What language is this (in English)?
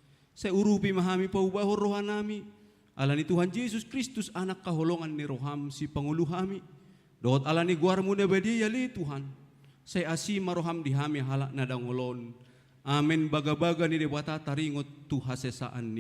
Batak Toba